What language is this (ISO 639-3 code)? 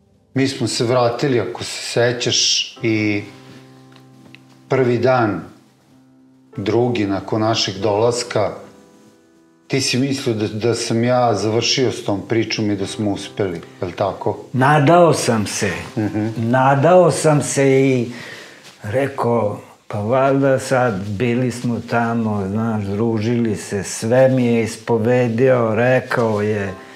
srp